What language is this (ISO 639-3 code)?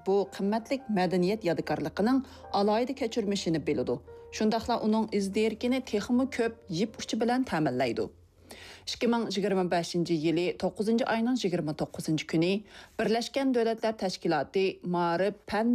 uig